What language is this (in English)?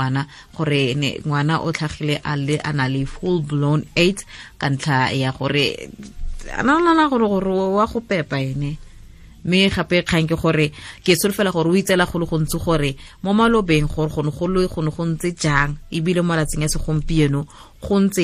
Tswana